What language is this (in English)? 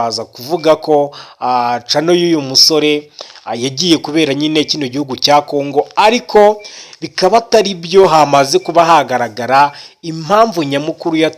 Kinyarwanda